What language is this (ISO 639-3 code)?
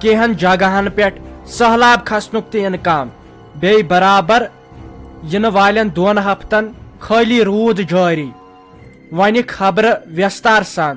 kas